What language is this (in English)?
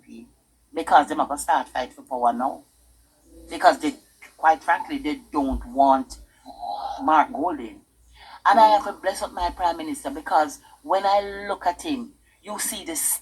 Jamaican Creole English